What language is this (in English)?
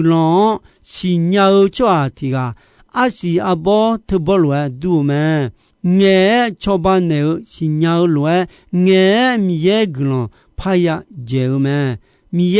Akha